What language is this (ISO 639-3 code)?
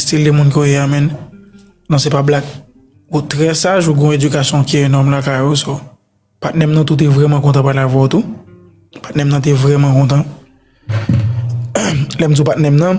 hat